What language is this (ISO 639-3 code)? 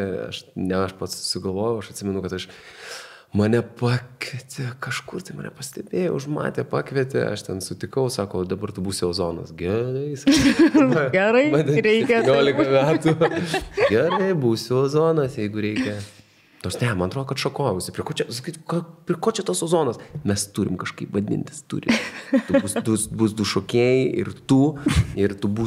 lit